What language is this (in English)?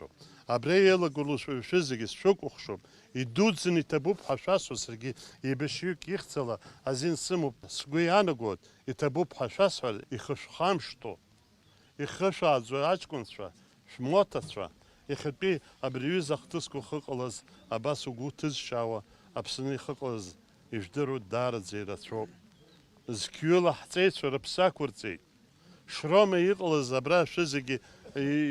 Abkhazian